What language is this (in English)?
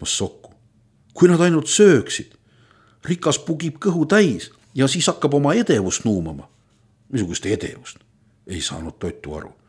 Estonian